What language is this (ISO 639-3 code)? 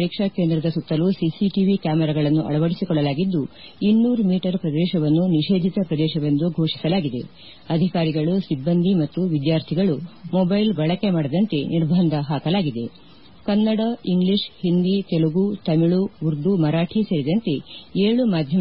kan